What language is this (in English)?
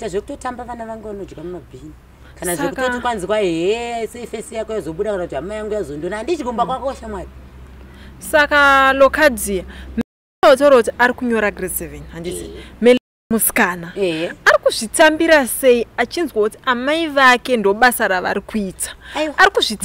Shona